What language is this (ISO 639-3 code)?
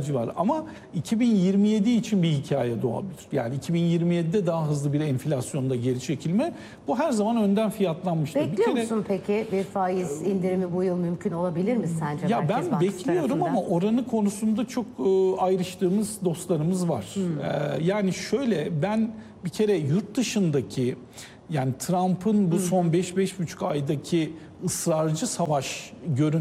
tur